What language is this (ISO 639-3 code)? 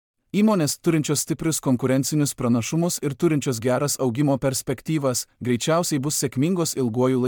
lit